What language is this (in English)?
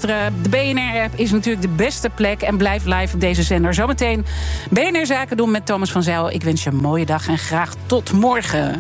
Dutch